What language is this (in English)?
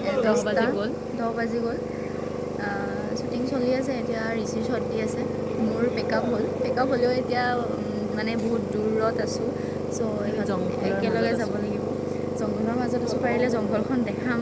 Assamese